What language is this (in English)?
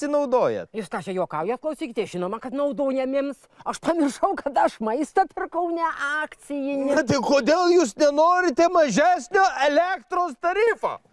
Lithuanian